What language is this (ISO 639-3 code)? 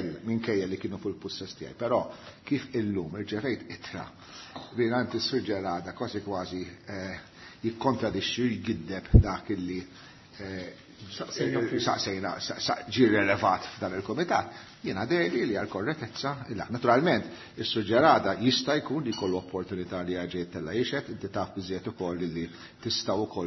mlt